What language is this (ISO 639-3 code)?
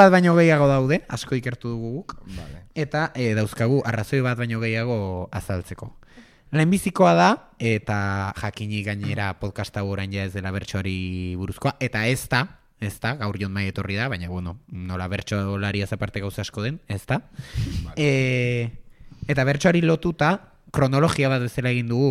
eus